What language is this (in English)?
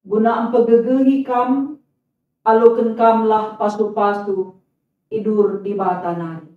Batak Karo